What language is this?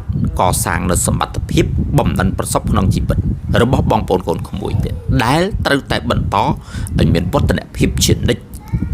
Khmer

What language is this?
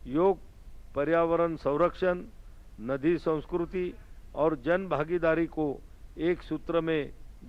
Konkani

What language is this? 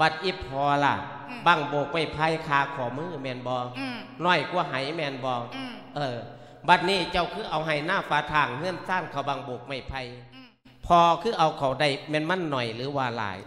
Lao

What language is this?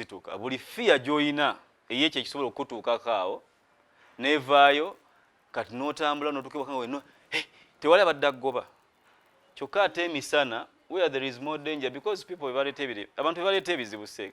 Ganda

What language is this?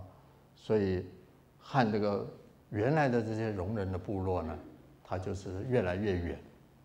Chinese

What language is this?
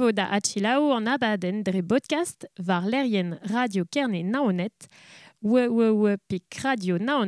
Breton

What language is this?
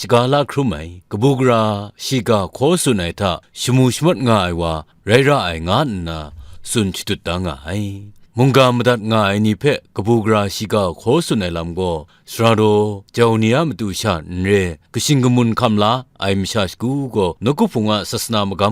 Kachin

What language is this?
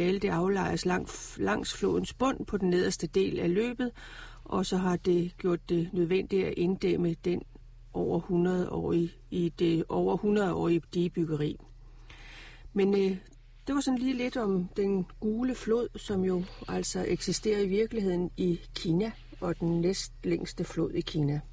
Danish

